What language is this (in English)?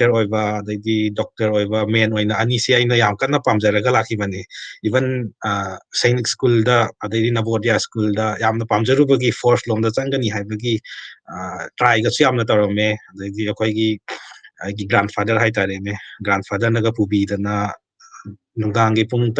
Manipuri